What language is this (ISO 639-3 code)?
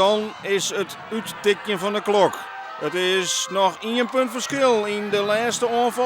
fry